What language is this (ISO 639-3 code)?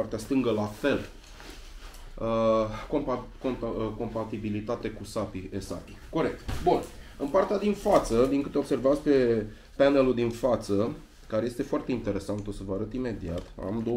ron